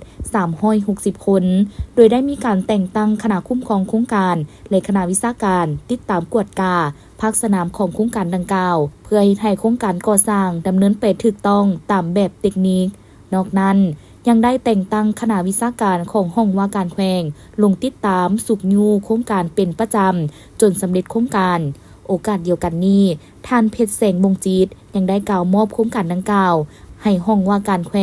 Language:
Lao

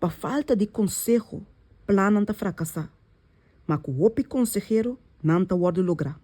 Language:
Papiamento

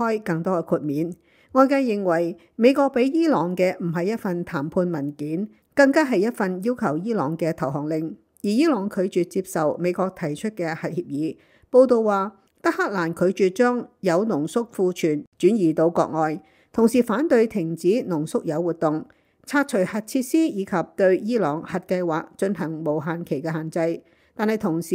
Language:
Cantonese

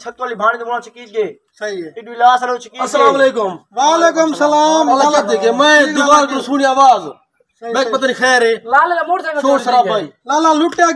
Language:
Saraiki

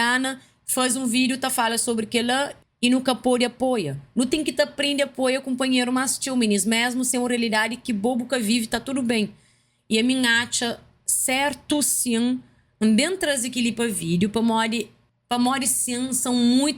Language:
Kabuverdianu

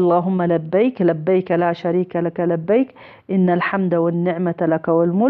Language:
Tigrinya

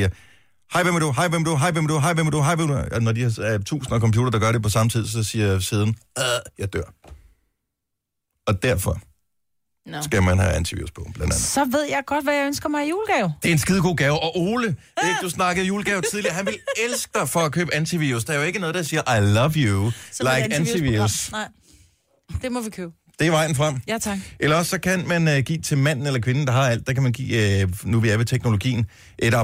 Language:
Danish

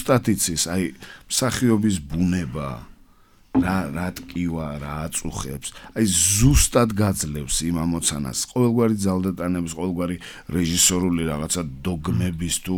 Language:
Georgian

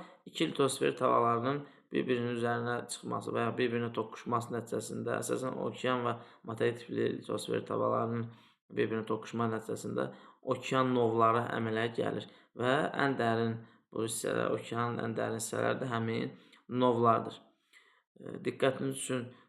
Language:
Azerbaijani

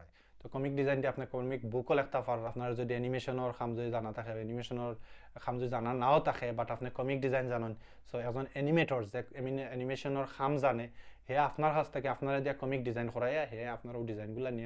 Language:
Sylheti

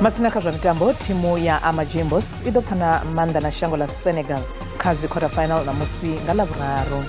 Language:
Venda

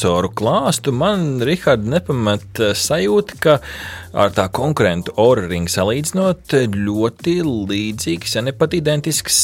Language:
Latvian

